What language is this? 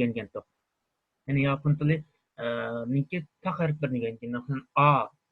Uyghur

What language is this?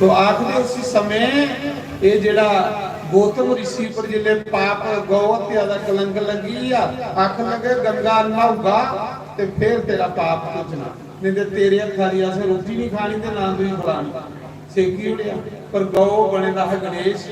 Dogri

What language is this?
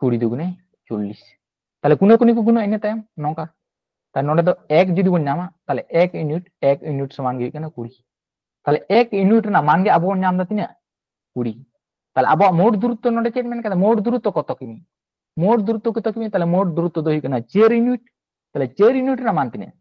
Santali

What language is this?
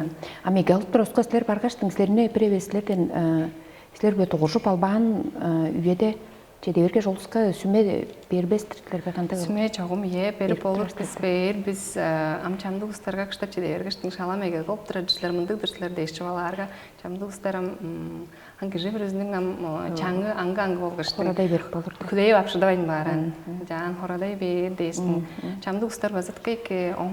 Tuvinian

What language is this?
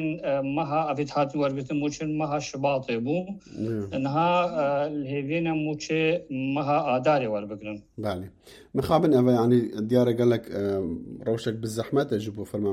Kurdish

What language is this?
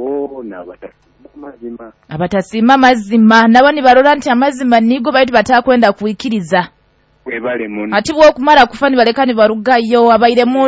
Nyoro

